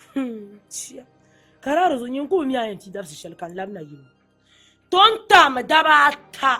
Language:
Dagbani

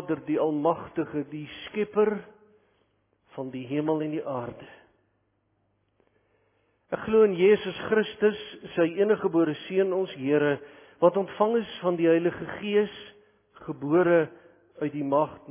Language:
Afrikaans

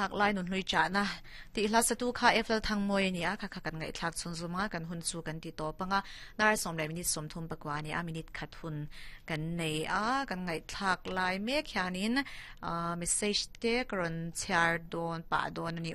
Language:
Mizo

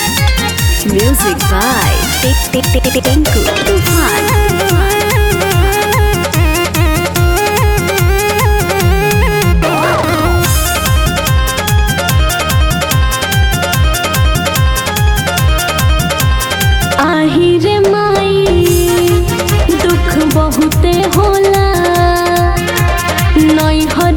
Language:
Bhojpuri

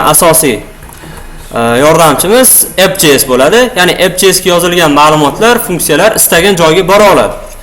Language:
Uzbek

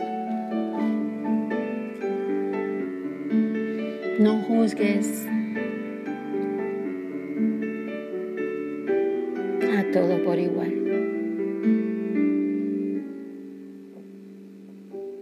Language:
Spanish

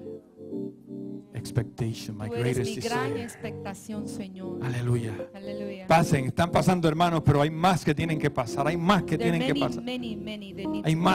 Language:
Spanish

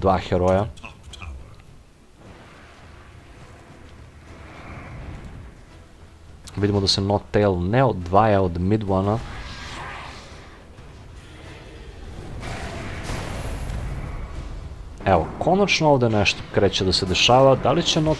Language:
Serbian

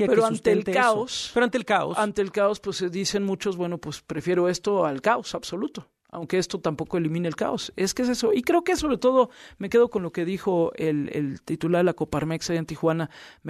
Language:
Spanish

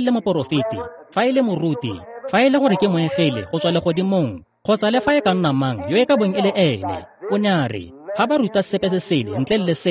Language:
Tswana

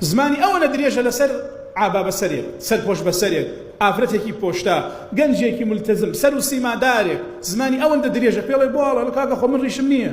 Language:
Central Kurdish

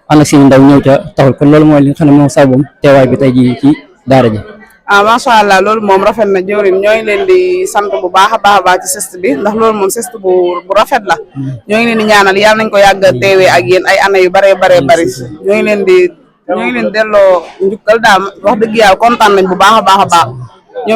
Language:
Wolof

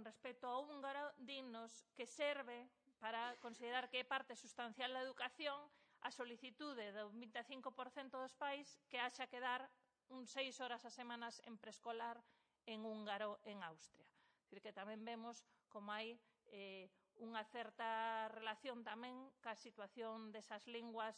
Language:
Galician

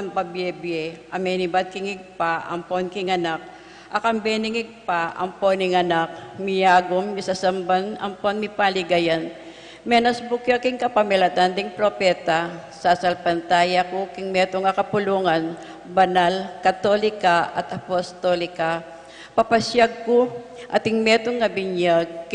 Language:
Pampanga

